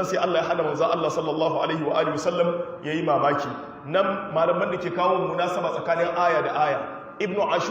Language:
Hausa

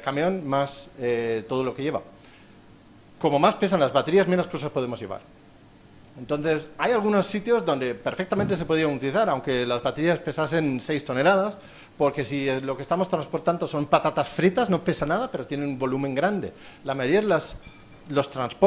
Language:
Spanish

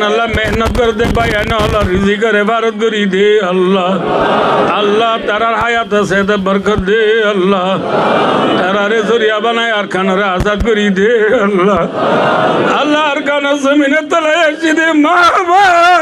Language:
Rohingya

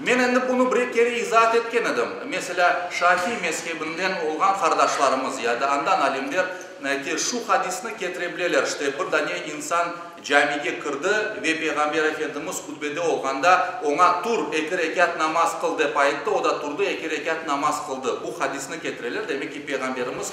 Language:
Crimean Tatar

